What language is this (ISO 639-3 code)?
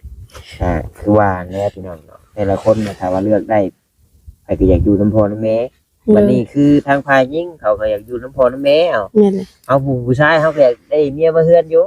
lao